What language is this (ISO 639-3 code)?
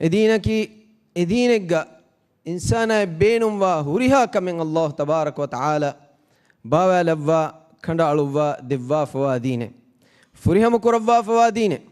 div